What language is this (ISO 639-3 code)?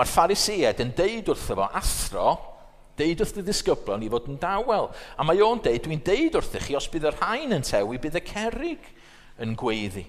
cym